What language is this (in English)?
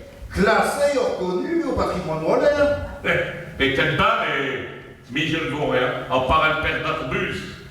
Picard